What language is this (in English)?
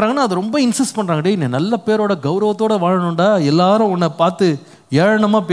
Tamil